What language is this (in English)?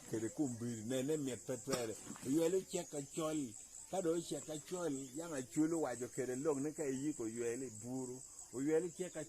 Acoli